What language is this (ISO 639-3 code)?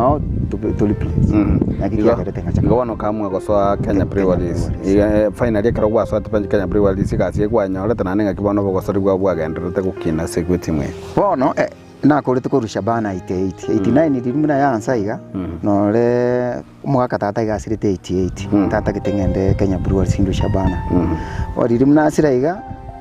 guz